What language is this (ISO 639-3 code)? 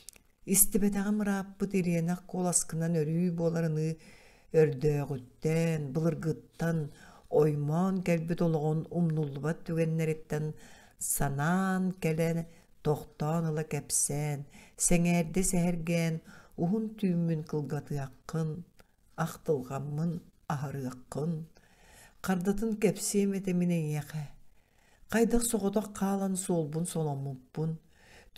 sah